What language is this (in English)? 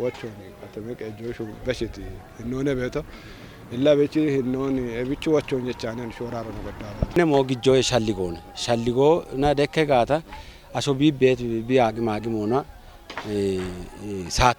Kafa